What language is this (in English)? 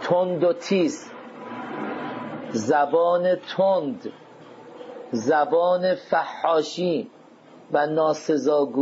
Persian